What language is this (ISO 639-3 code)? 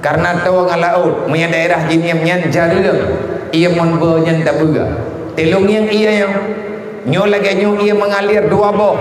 ace